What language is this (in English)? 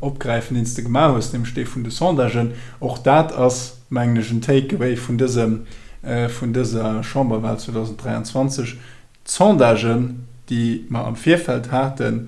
Luxembourgish